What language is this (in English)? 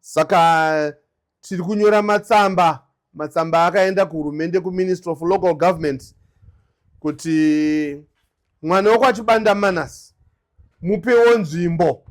Shona